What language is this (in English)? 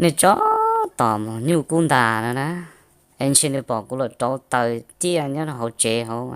Hmong